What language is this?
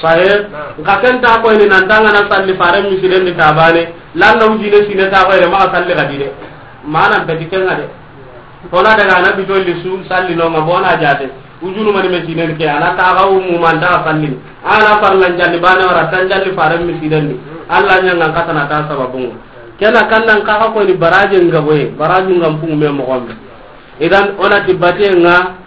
Soninke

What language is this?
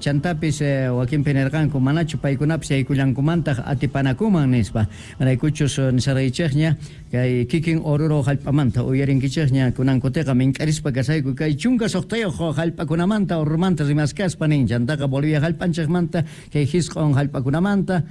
Quechua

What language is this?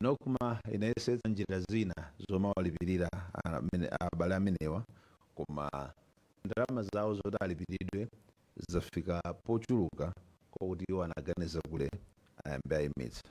Nyanja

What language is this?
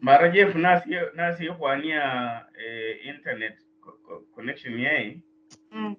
Luyia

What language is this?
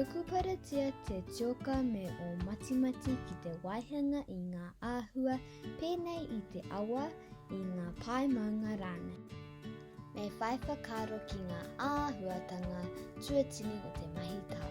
Māori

